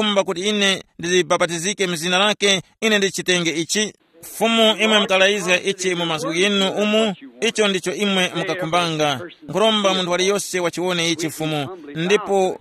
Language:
Tumbuka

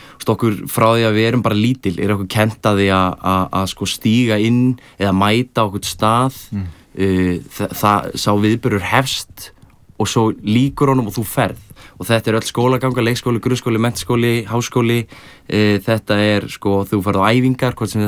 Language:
Icelandic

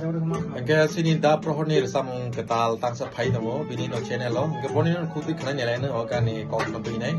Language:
Kok Borok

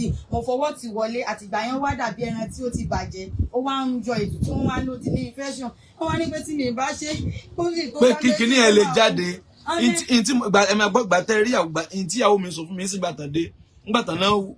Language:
Yoruba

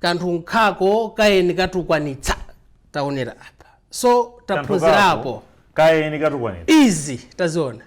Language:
Nyanja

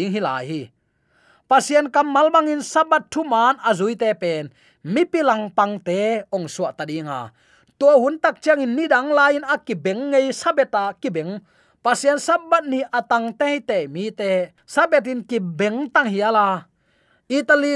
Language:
Tedim Chin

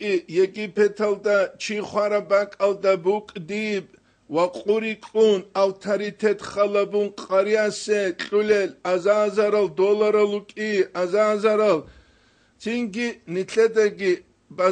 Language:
Avaric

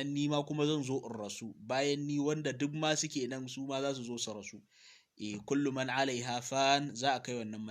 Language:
Hausa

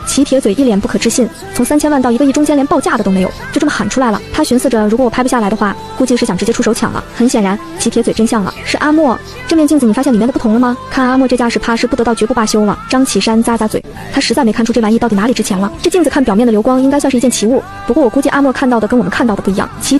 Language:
Chinese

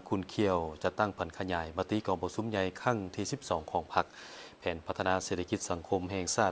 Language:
Lao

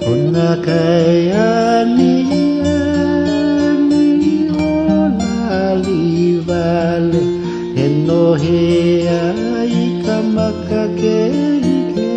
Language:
Hawaiian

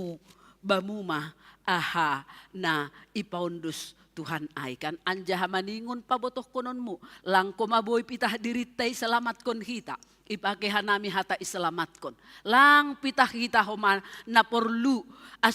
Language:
Batak Simalungun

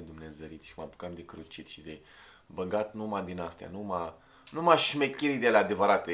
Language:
Romanian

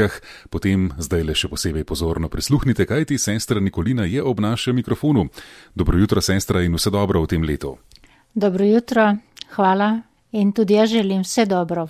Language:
Slovenian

